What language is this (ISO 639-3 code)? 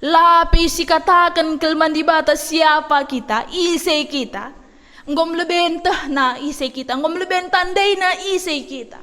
btx